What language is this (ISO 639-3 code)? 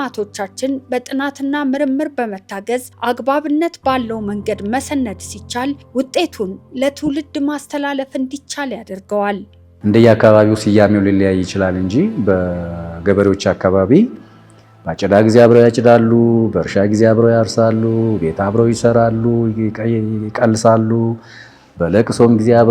amh